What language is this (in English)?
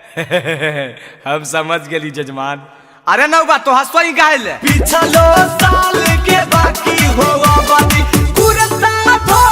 Magahi